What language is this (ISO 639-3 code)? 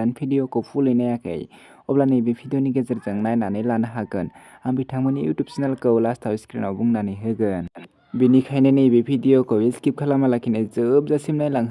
brx